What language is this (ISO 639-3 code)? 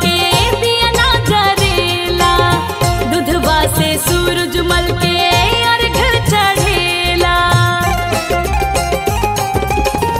bho